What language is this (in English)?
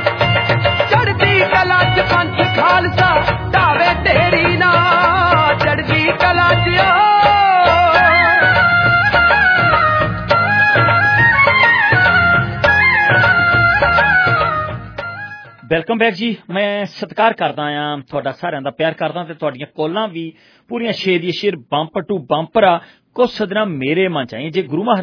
Punjabi